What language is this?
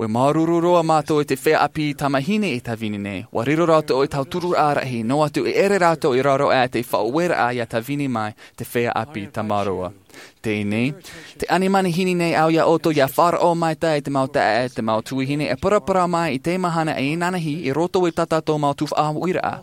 Tahitian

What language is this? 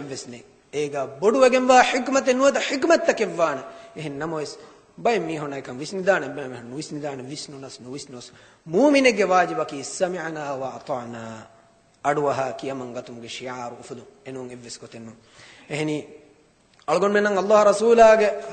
Divehi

